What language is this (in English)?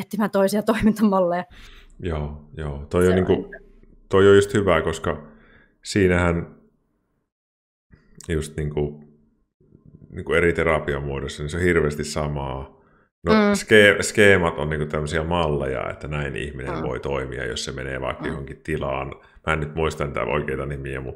Finnish